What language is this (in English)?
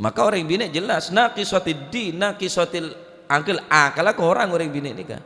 Madurese